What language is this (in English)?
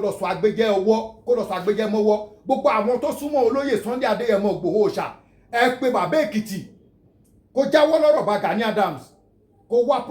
Yoruba